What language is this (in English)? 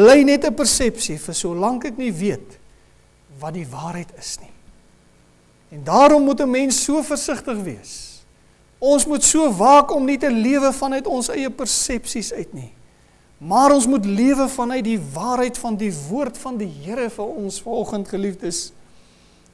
Afrikaans